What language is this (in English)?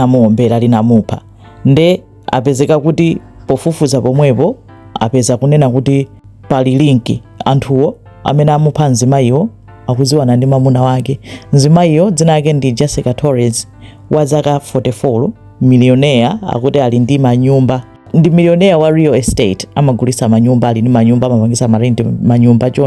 Nyanja